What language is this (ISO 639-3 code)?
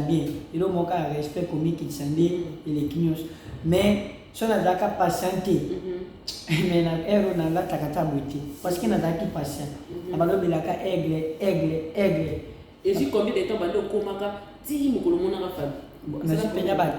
lin